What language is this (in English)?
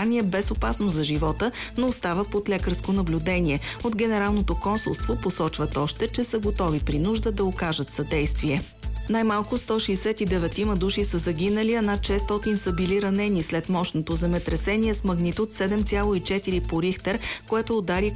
Bulgarian